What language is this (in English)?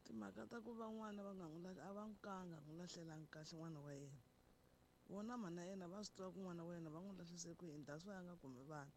Tsonga